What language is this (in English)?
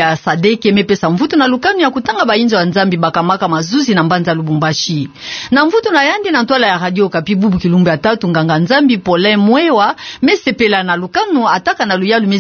Kituba (Democratic Republic of Congo)